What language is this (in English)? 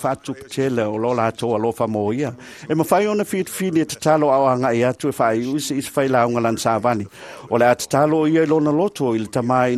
Samoan